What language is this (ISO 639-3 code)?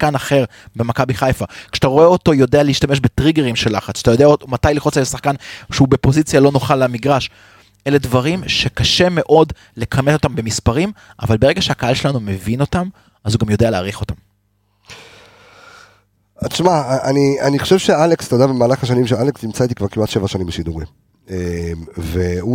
heb